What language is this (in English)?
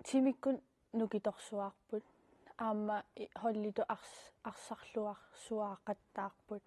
Kalaallisut